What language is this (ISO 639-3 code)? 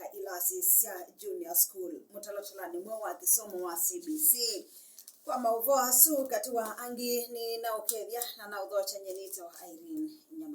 kam